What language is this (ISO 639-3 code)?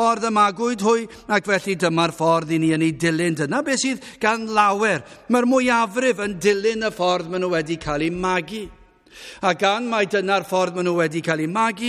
cym